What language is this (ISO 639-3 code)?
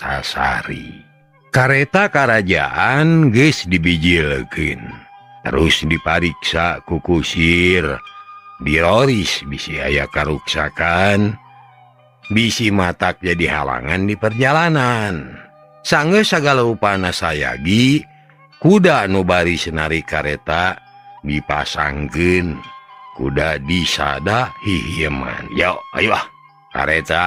sun